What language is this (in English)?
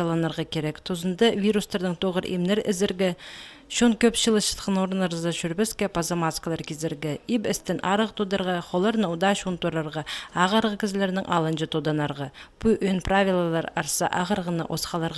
Khakas